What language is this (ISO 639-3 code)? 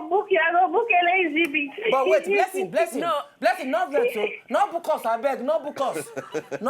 pcm